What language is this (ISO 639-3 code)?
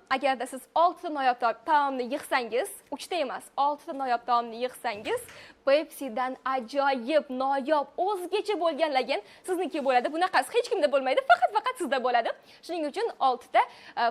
uzb